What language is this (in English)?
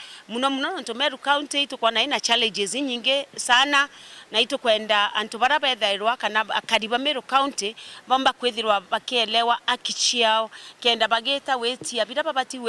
Meru